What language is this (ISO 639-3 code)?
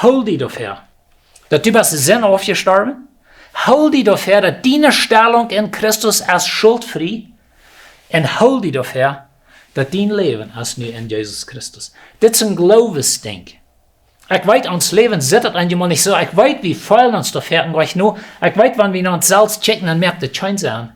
pdt